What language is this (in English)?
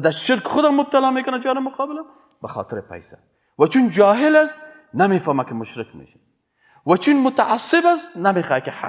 Persian